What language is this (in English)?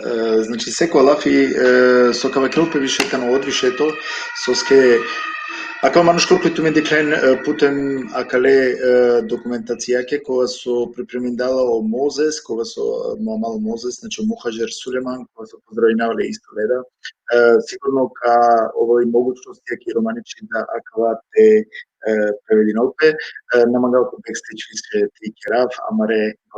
Balkan Romani